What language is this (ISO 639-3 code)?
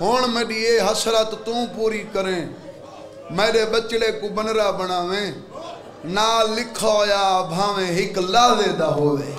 skr